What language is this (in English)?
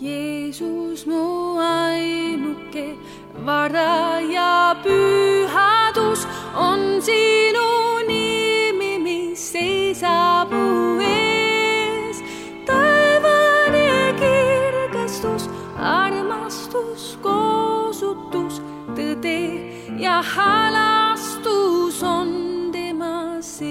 Estonian